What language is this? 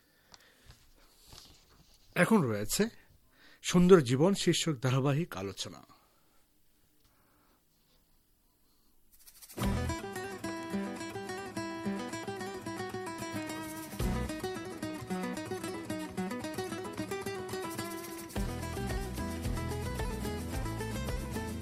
Bangla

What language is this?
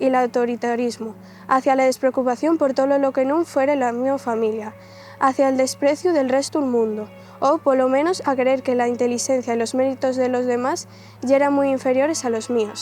Asturian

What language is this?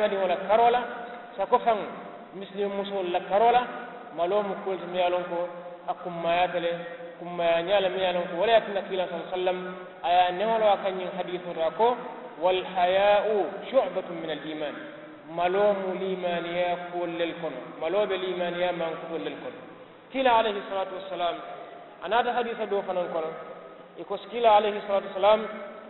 Mandingo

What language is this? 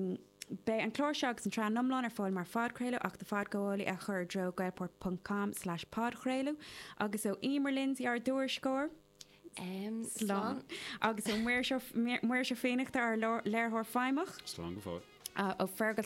Irish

